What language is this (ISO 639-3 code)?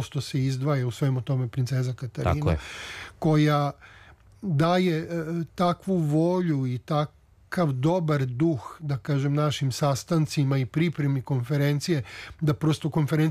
srp